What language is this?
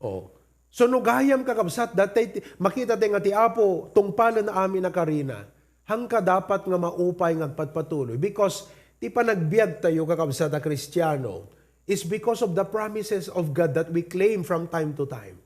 Iloko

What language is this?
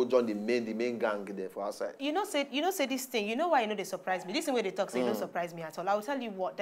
Nigerian Pidgin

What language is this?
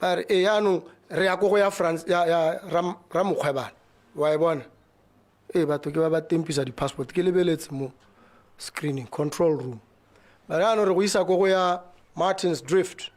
Tswana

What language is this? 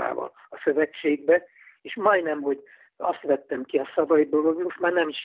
Hungarian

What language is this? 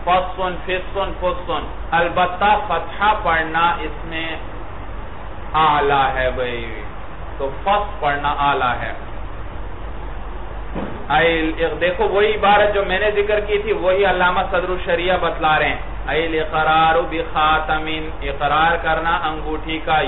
Urdu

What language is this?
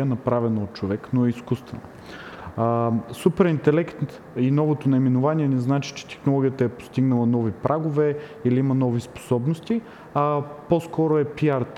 Bulgarian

